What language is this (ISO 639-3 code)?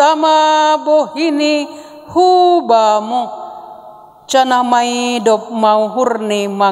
bts